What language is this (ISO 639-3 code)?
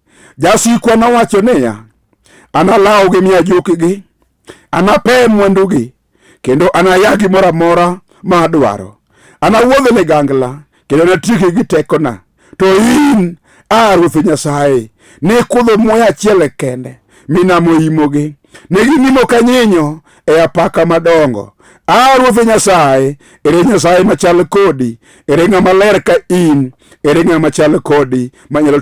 luo